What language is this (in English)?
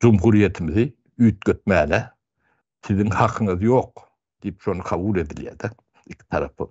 Turkmen